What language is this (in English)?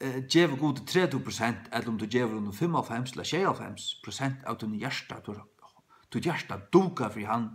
Faroese